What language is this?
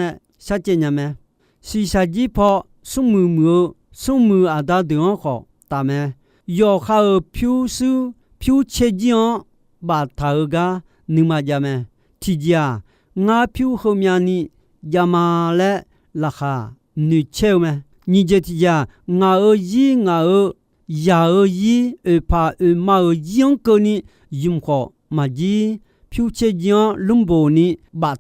Akha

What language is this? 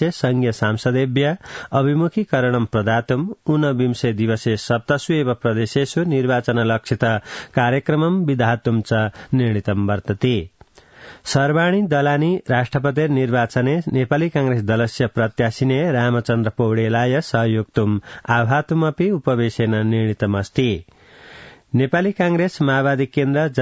Sanskrit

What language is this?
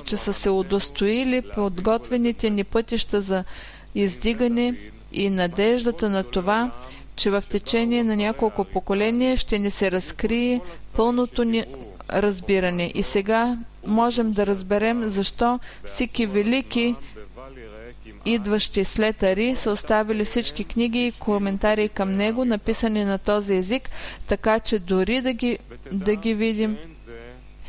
Bulgarian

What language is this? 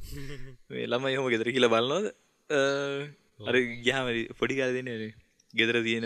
Sinhala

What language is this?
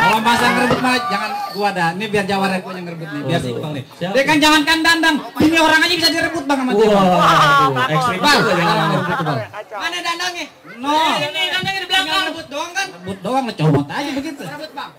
Betawi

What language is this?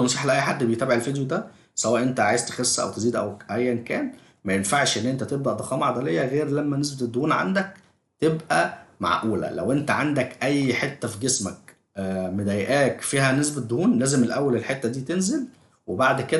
Egyptian Arabic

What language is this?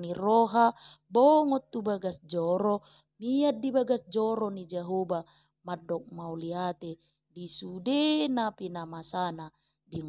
Batak Toba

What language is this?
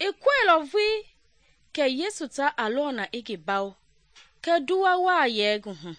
Mende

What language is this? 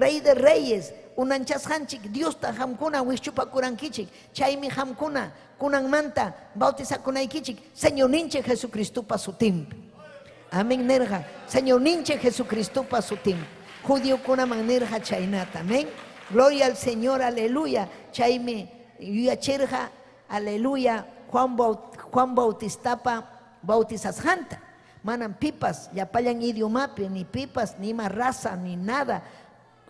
Ayacucho Quechua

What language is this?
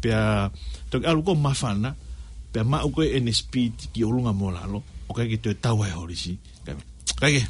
Tongan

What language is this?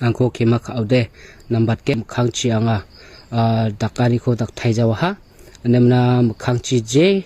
Garo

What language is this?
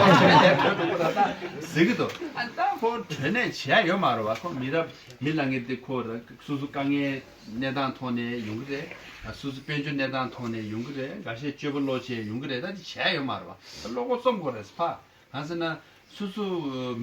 Tibetan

